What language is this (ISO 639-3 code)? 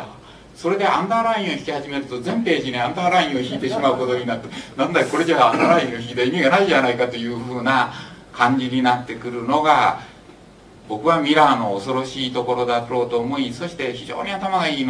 jpn